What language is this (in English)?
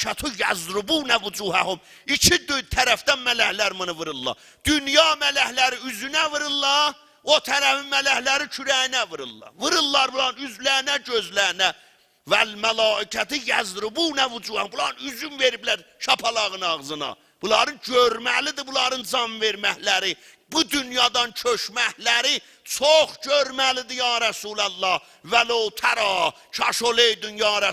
South Azerbaijani